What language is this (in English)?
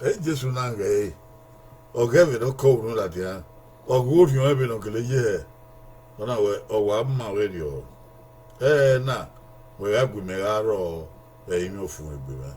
Bini